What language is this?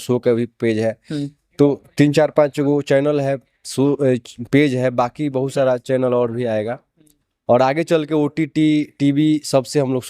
Bhojpuri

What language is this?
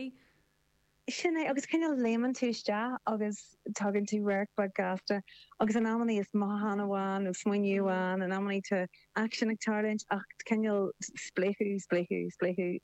Irish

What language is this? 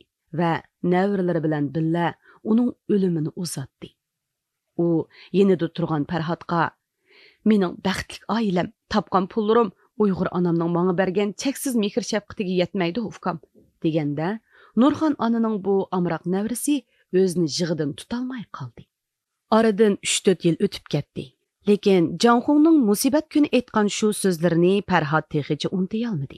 Uyghur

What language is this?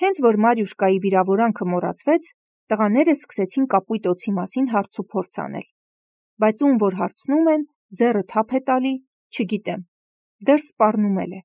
Armenian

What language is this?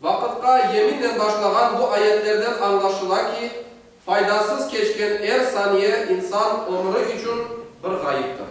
Crimean Tatar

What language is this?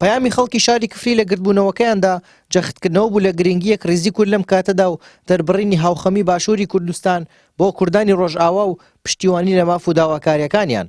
Central Kurdish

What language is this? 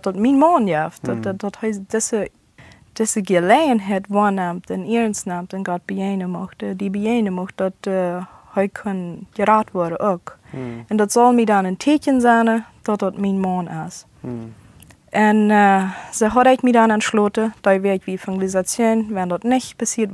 Plautdietsch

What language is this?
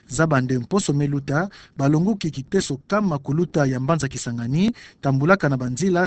Kituba (Democratic Republic of Congo)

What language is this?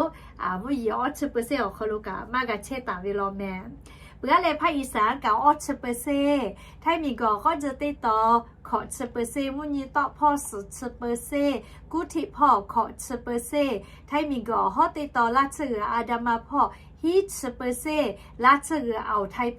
Lahu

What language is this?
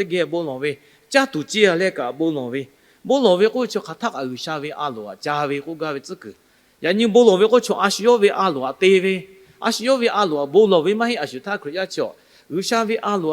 Lahu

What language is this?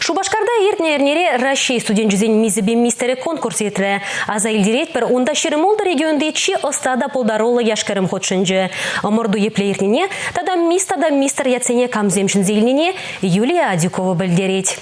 Chuvash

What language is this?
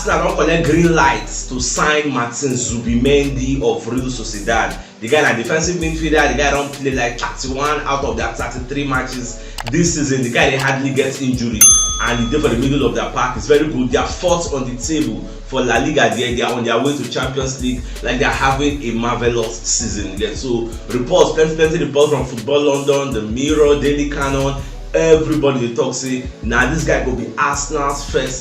Nigerian Pidgin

